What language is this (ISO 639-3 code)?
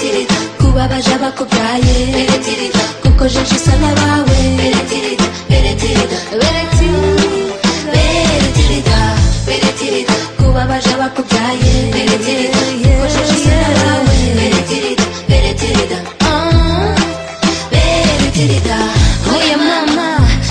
kin